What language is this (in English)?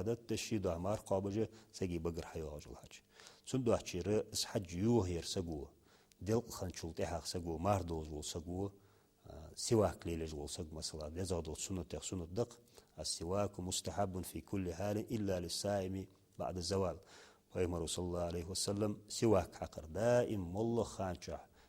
Ingush